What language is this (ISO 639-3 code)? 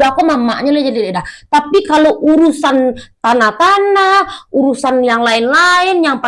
min